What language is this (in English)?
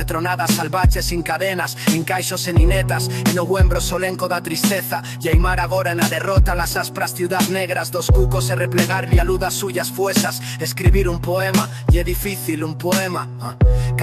Aragonese